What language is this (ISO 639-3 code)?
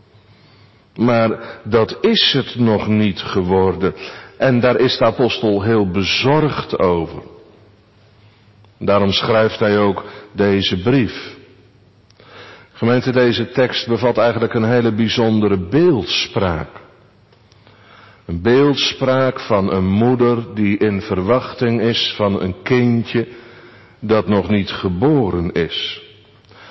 nld